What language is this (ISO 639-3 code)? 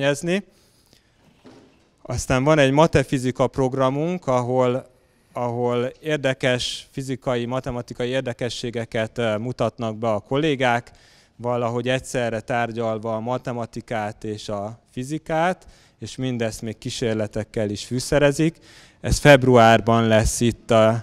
hun